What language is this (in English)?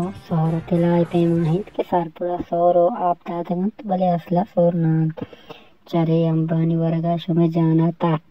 Baluchi